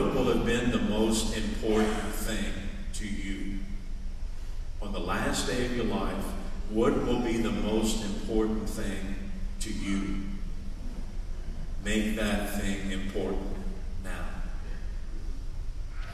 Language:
English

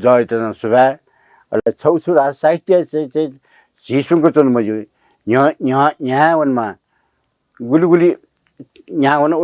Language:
Newari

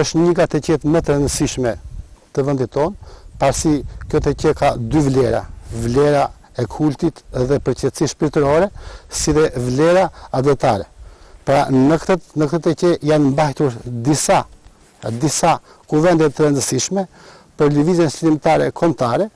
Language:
Albanian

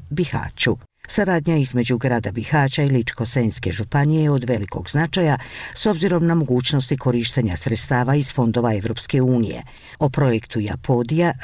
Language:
Bosnian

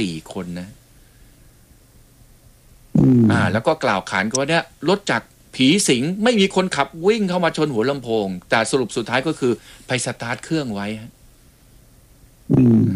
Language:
Thai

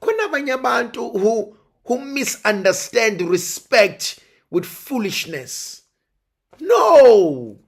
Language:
Zulu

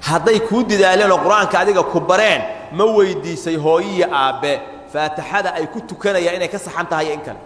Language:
Somali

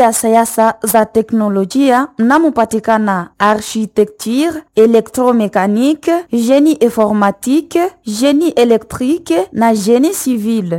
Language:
Swahili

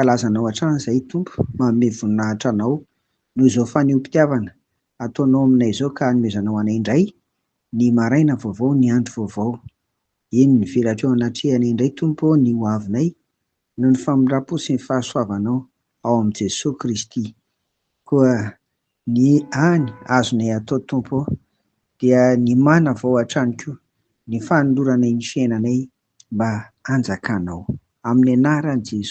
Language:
Malagasy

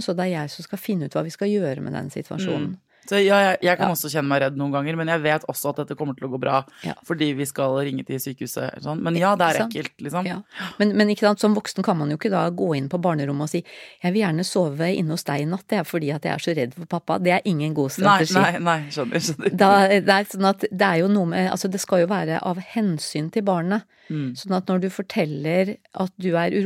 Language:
Norwegian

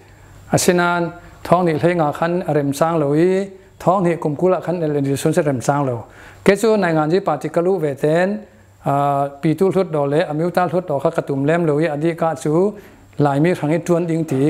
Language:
Falam Chin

